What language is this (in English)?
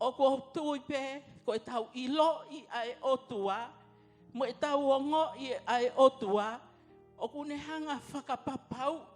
Tongan